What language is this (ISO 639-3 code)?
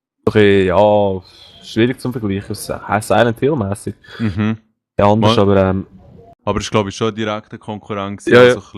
gsw